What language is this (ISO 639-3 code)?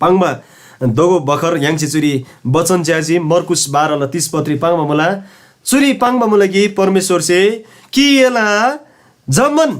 taj